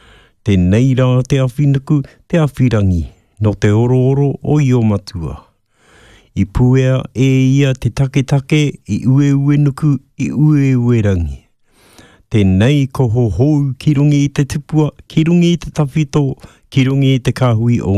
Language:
Māori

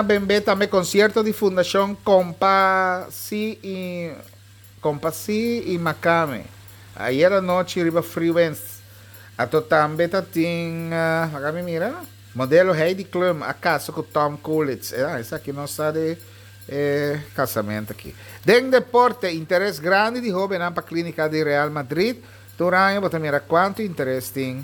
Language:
Papiamento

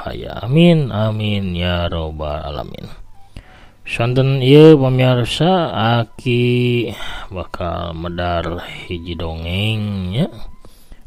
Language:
Sundanese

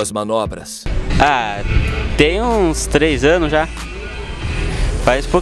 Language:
Portuguese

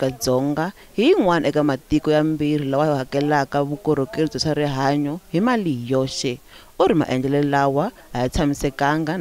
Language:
Tsonga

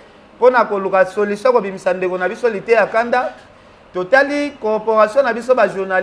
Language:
Lingala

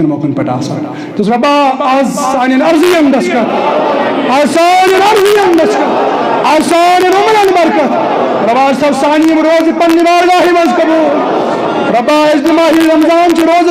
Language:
Kashmiri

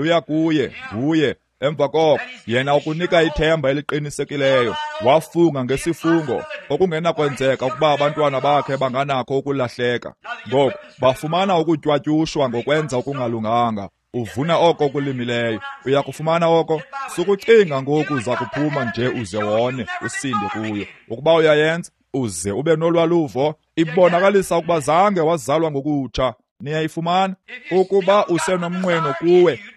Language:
Xhosa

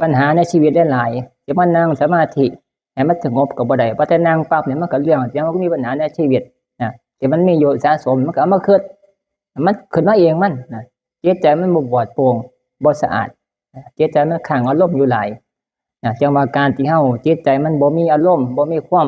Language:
Northeastern Thai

